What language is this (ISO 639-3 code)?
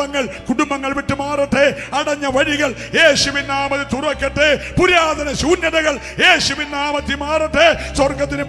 mal